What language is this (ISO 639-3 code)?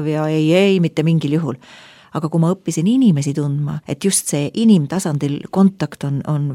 est